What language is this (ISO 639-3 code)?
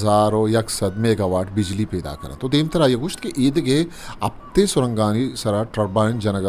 bgp